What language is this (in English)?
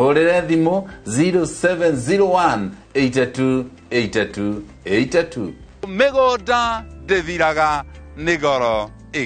Kikuyu